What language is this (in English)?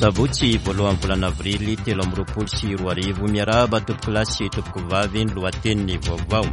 Malagasy